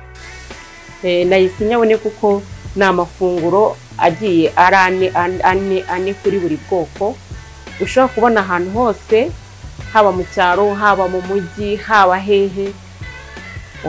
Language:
Kinyarwanda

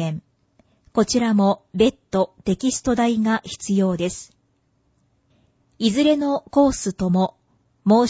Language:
Japanese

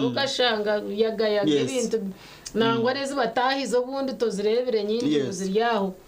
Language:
Nyankole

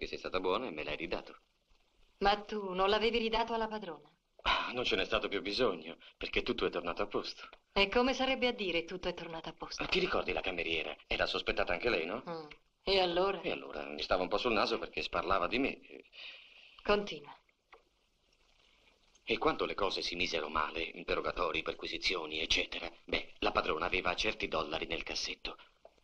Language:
Italian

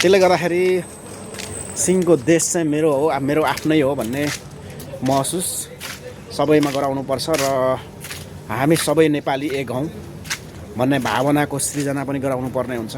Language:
Nepali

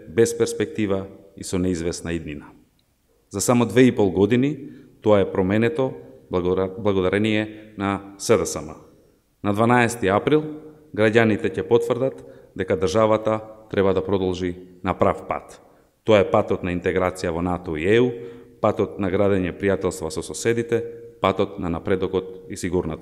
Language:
Macedonian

